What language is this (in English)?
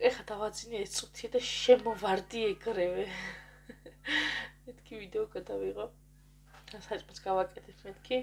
Georgian